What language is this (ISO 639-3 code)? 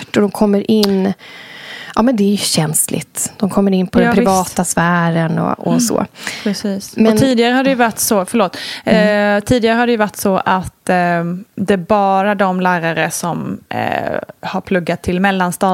swe